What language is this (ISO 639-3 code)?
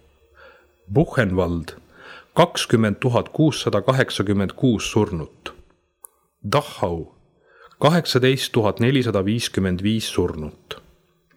est